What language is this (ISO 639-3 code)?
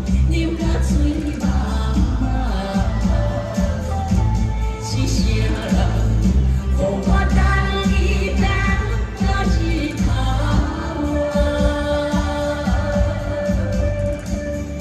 nan